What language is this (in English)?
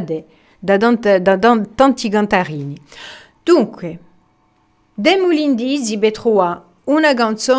Corsican